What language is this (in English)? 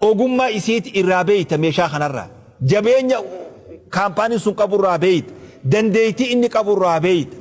Oromo